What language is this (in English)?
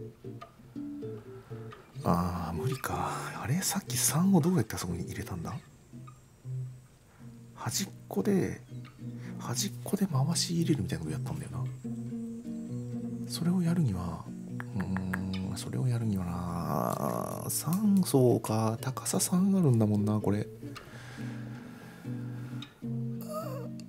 Japanese